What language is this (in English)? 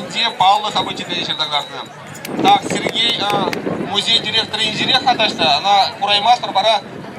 Chuvash